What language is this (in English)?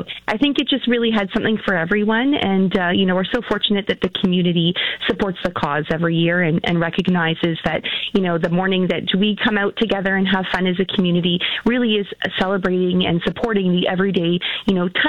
English